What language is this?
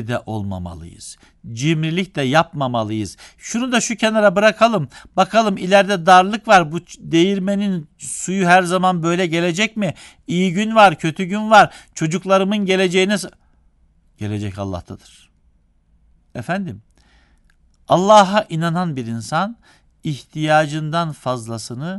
Turkish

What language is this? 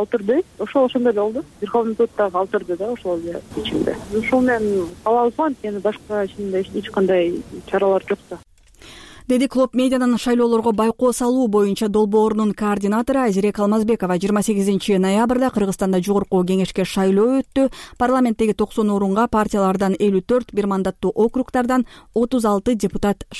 Kyrgyz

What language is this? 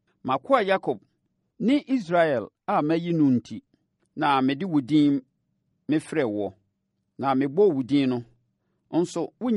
Akan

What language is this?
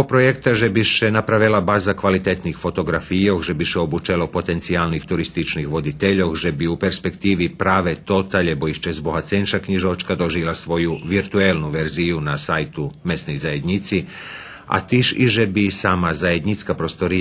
Rusyn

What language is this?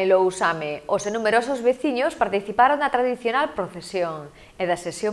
Galician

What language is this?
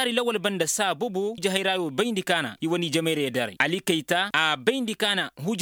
Koyraboro Senni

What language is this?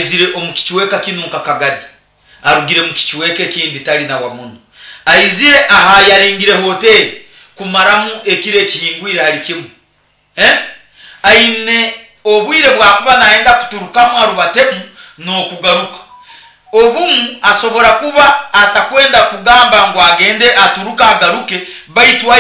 Nyoro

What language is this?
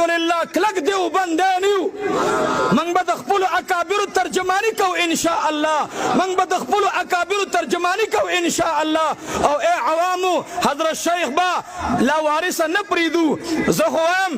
Pashto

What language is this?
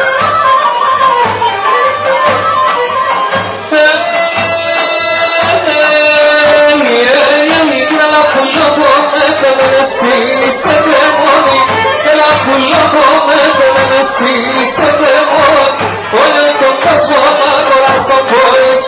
Greek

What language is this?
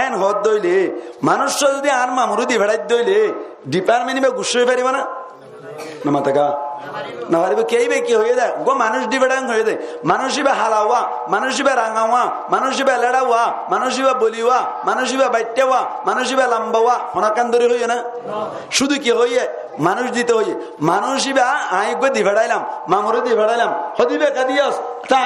Rohingya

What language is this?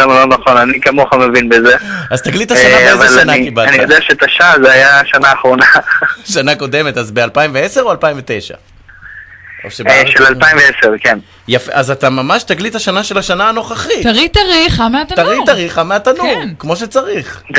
Hebrew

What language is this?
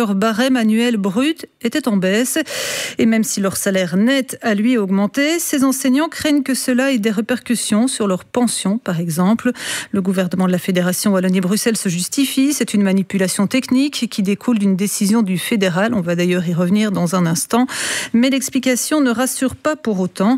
French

